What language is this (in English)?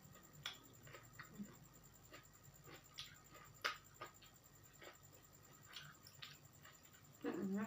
Northeastern Thai